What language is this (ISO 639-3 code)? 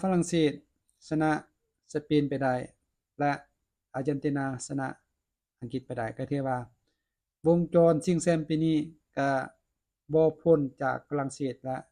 lao